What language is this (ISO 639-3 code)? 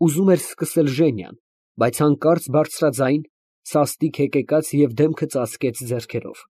hye